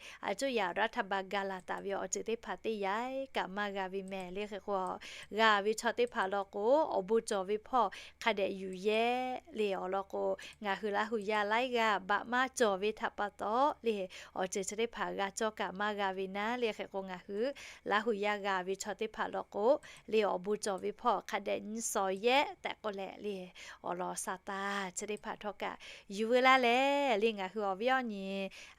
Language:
Lahu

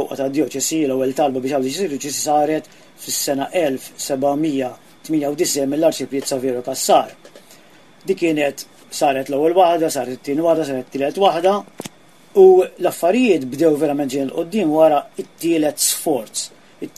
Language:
Maltese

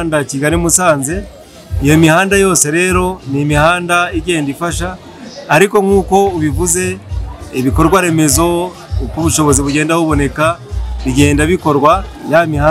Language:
Kinyarwanda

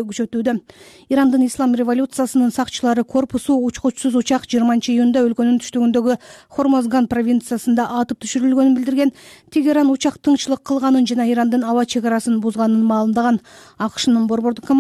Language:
Kyrgyz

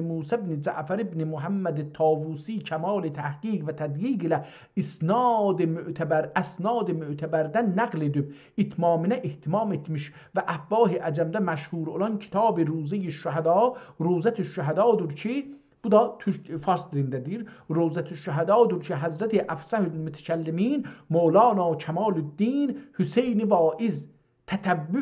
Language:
South Azerbaijani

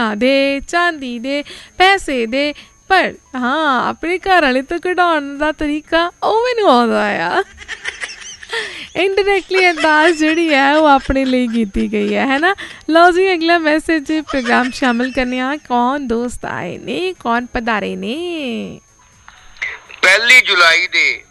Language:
Punjabi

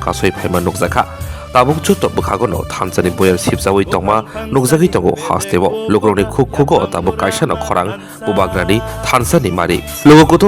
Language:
Kok Borok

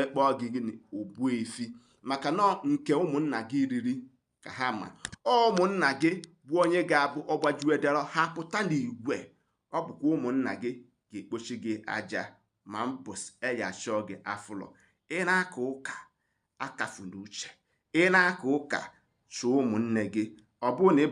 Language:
Igbo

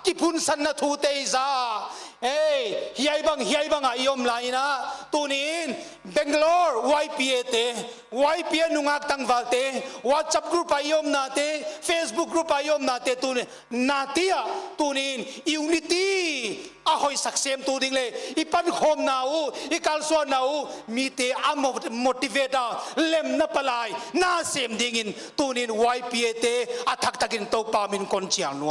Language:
Paite Chin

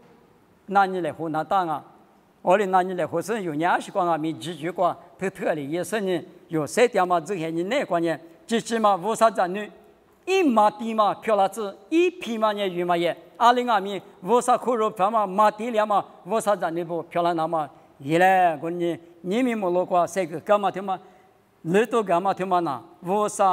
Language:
Lisu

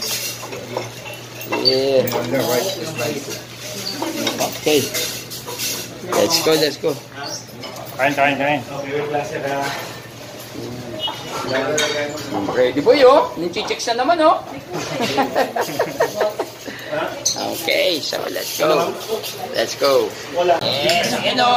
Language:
Filipino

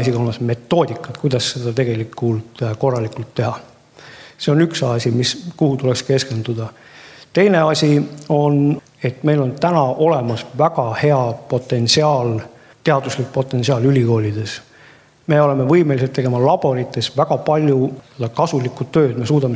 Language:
Estonian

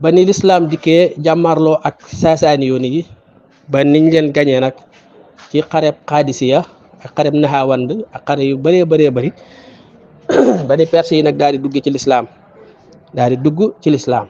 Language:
Wolof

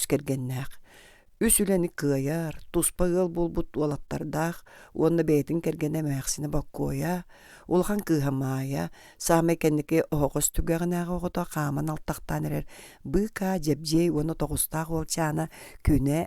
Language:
Yakut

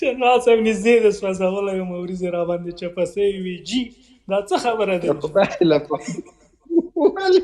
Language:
Pashto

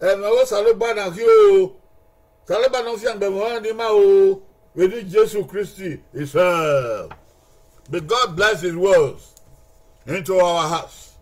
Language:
Bini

